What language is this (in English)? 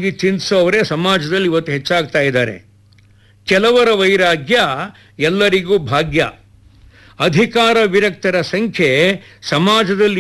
Kannada